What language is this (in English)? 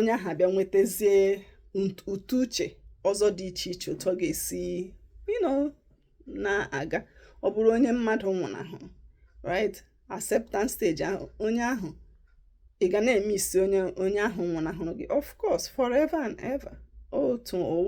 Igbo